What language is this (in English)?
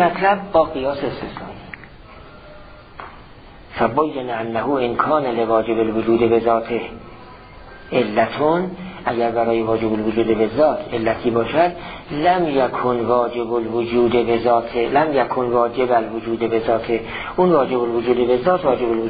Persian